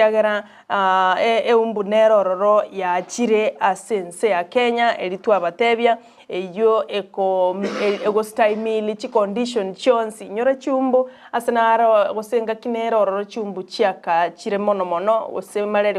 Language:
Gusii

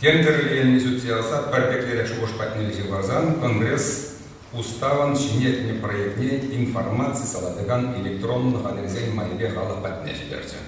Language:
Chuvash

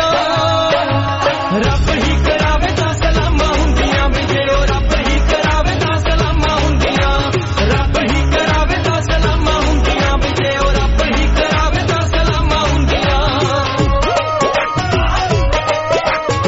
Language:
Punjabi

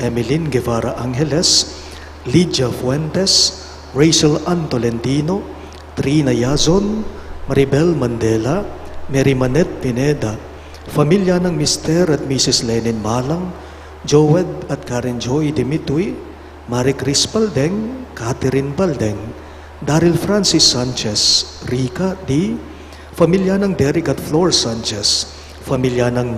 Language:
Pampanga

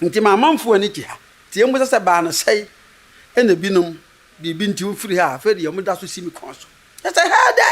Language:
Akan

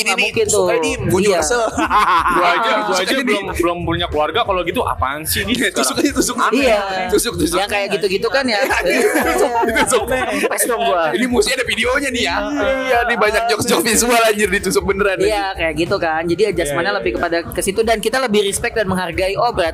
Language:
Indonesian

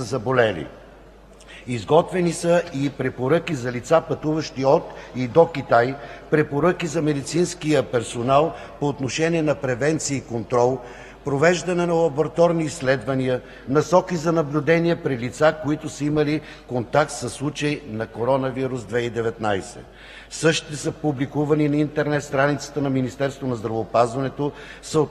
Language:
Bulgarian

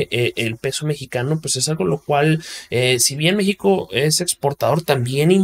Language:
Spanish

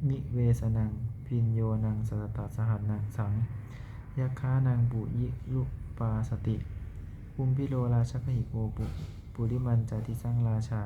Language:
Pali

